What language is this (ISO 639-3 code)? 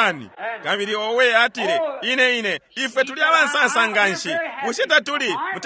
bem